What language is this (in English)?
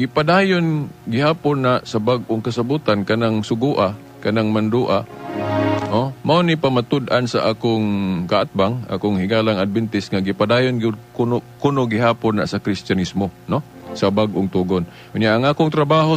Cebuano